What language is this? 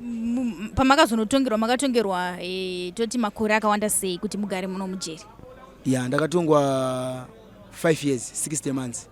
Shona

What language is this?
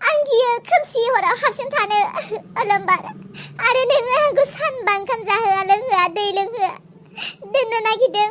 Bodo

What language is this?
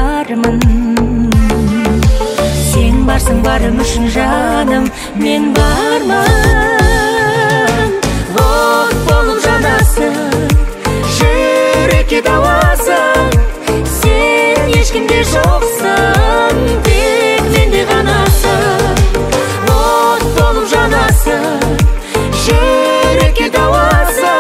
Kazakh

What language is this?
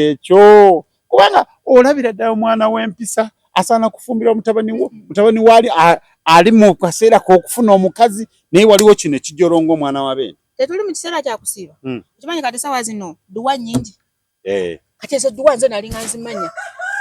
Ganda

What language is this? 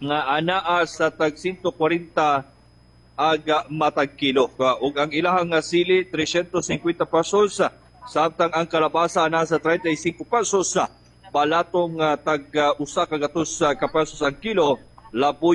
Cebuano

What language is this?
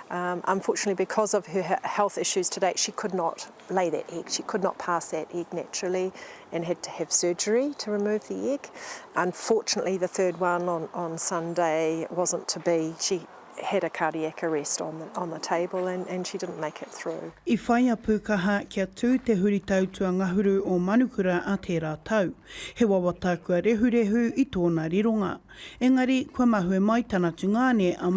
Māori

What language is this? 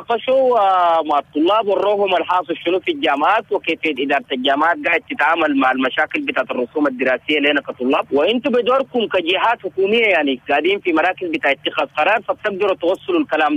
Sudanese Arabic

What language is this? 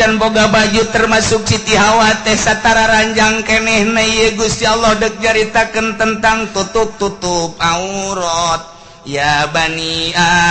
Sundanese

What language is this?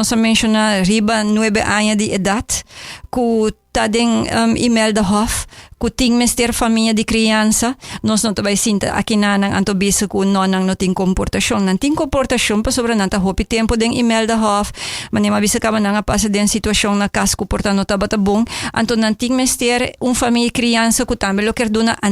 Papiamento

